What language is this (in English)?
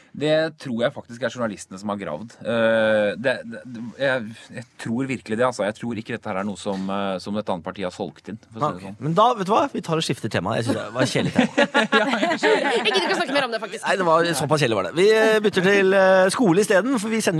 Norwegian